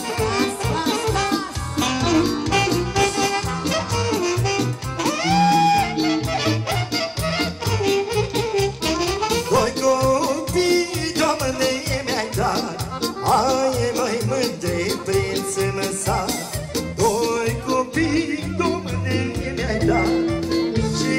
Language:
Romanian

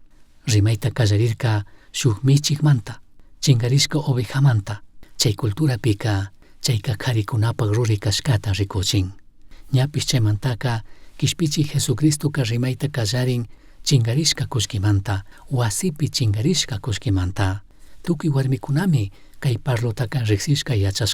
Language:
Chimborazo Highland Quichua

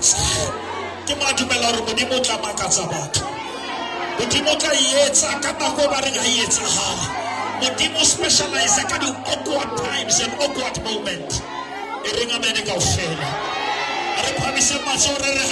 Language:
Southern Sotho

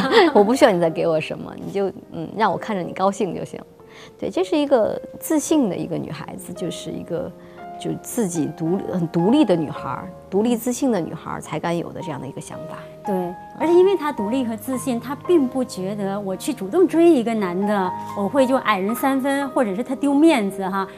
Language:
Chinese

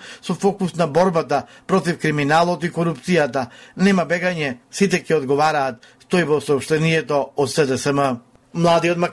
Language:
Macedonian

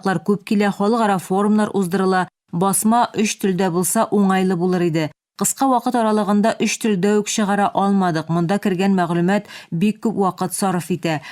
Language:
Tatar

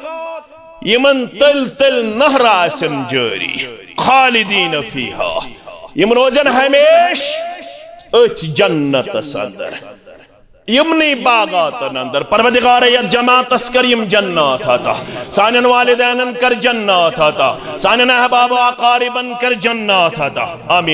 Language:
Kashmiri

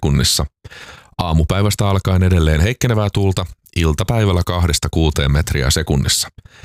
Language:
Finnish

